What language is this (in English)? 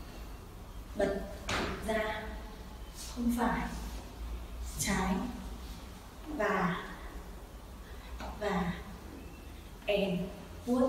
Vietnamese